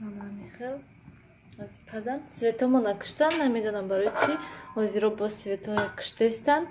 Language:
Tajik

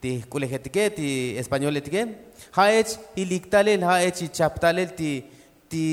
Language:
Tzotzil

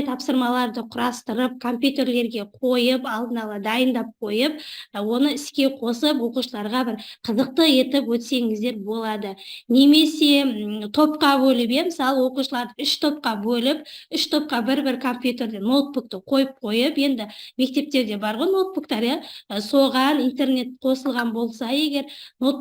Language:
Kazakh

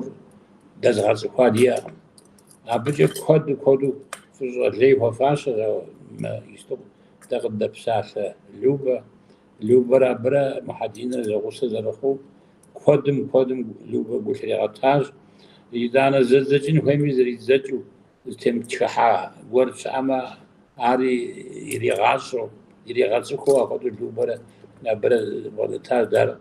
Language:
Kabardian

